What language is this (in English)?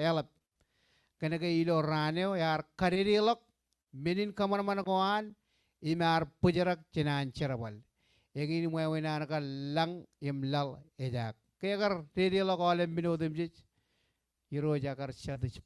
Marshallese